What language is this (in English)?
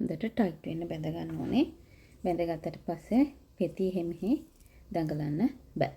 Sinhala